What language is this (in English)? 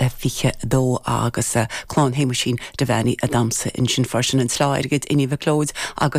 Irish